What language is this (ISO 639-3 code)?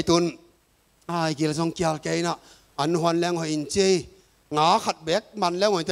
ctd